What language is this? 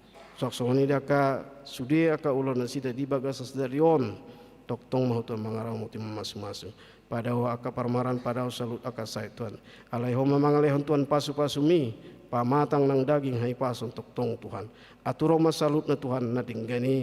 Batak Toba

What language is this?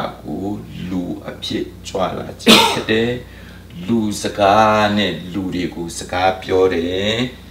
Burmese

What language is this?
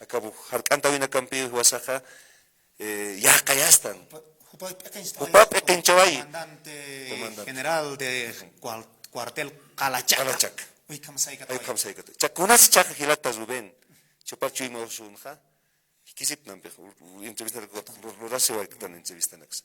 Aymara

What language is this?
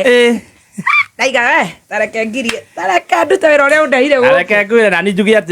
Kikuyu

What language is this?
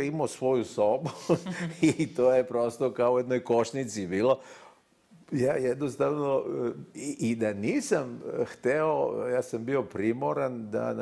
Serbian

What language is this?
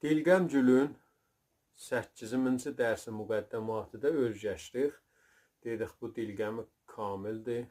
South Azerbaijani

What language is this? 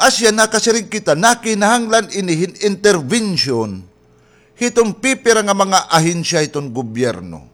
Waray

